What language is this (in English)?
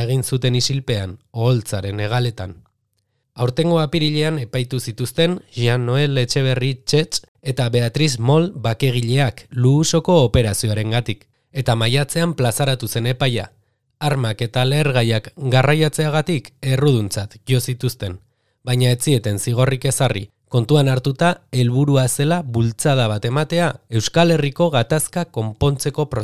Basque